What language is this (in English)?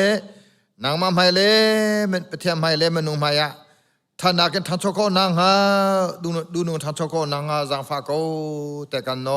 Hakha Chin